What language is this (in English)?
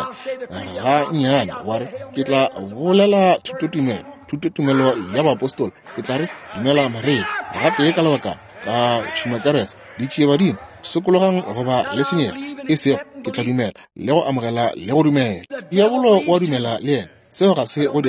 Northern Sotho